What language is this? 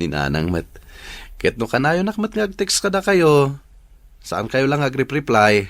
Iloko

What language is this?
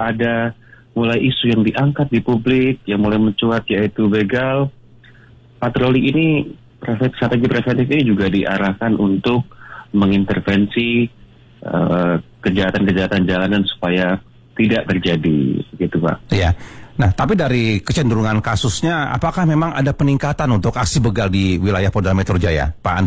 Indonesian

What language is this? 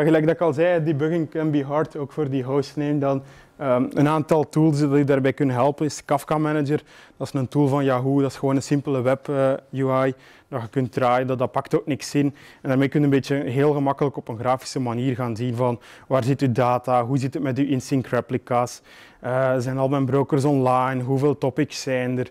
Dutch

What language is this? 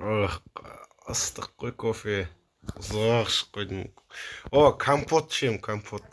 Kazakh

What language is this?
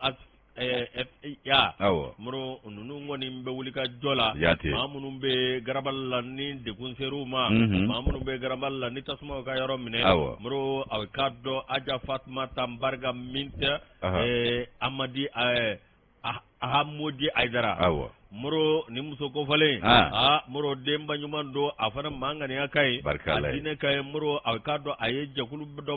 Bambara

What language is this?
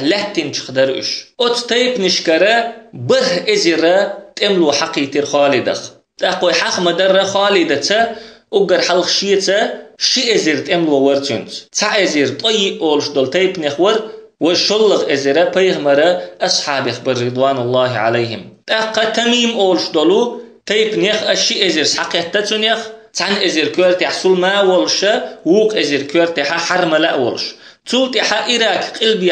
Chechen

